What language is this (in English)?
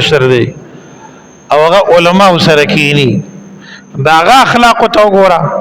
Pashto